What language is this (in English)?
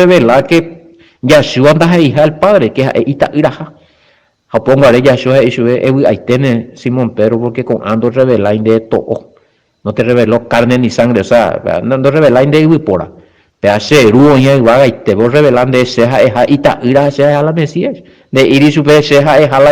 Guarani